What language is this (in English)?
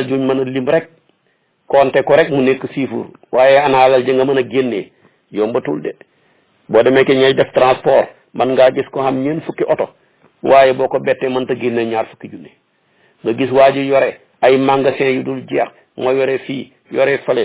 Wolof